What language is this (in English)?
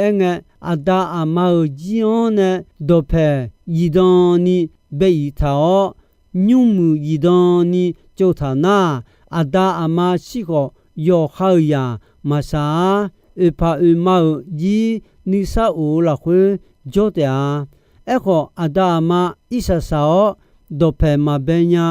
Akha